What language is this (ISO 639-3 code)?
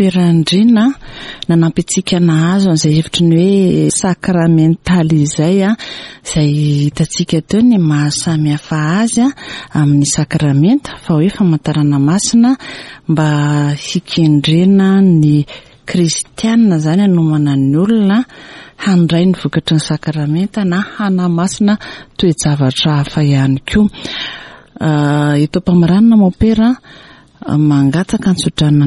mlg